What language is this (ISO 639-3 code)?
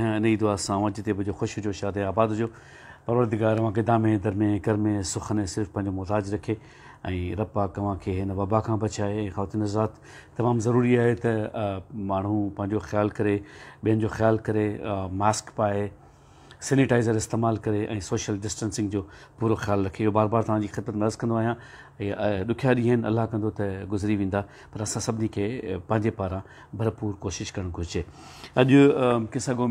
snd